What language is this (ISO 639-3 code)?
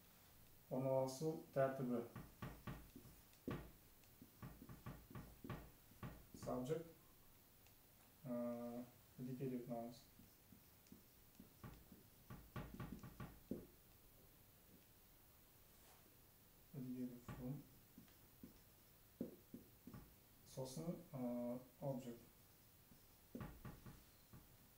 kaz